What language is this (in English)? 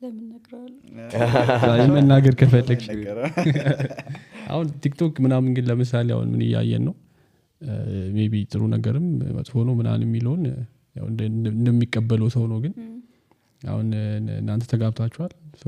Amharic